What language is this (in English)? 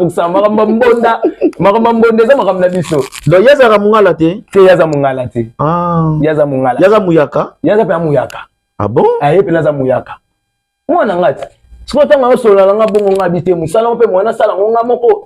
Lingala